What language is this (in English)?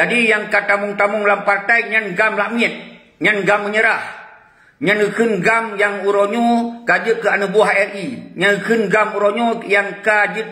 Achinese